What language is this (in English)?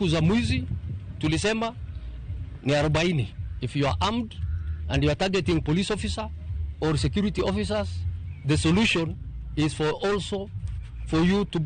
Luo (Kenya and Tanzania)